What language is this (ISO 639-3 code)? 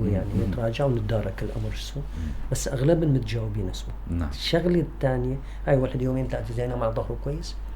apc